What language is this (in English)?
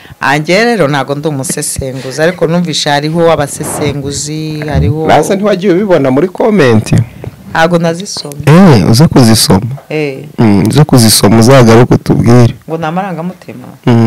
Kinyarwanda